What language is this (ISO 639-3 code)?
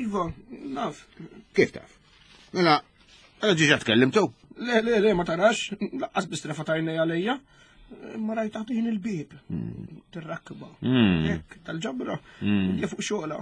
mlt